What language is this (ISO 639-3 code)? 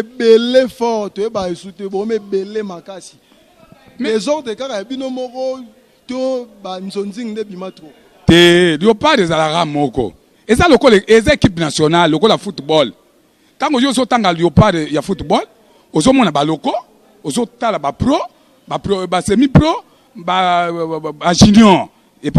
lin